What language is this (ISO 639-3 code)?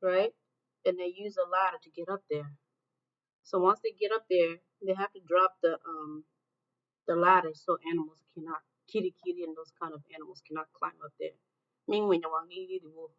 ach